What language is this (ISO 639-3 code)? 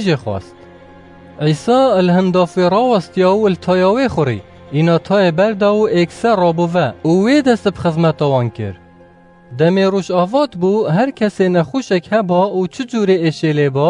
kur